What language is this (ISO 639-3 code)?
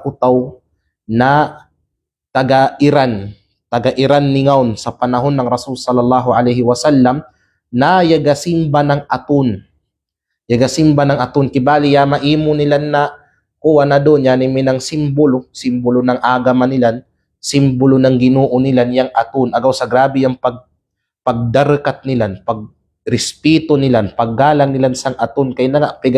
kqe